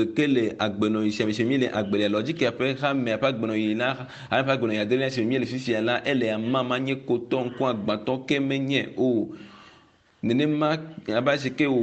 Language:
Ewe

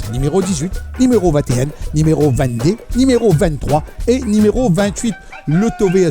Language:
Morisyen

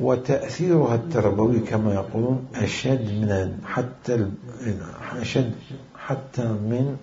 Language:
Mesopotamian Arabic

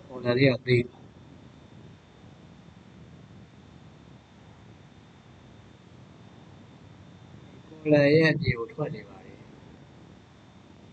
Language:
Burmese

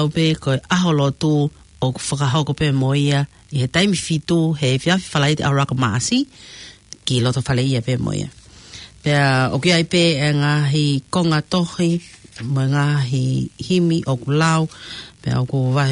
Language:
Tongan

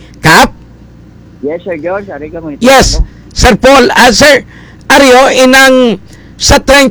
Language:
Hiligaynon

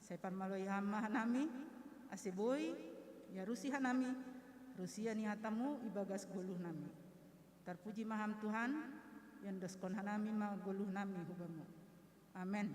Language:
Batak Simalungun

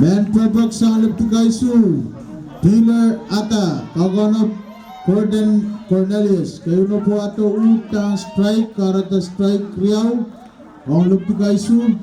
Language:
Pohnpeian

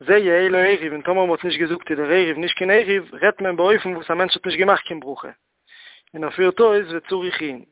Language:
Yiddish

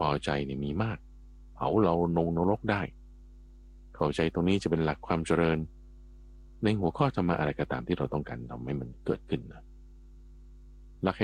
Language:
Thai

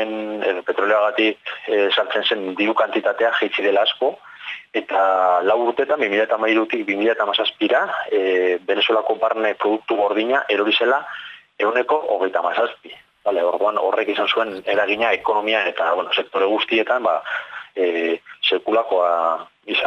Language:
Basque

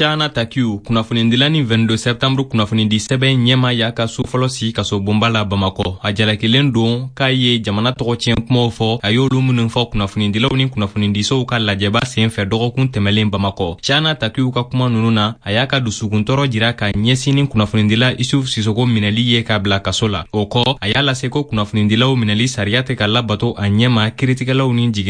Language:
Bambara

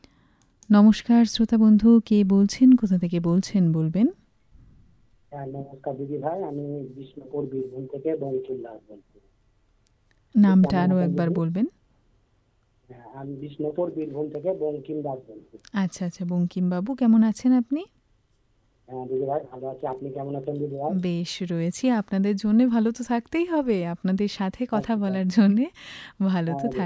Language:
Bangla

